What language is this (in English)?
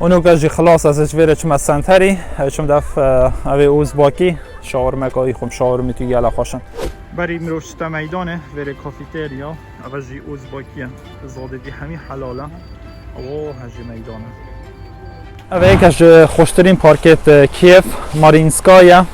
Kurdish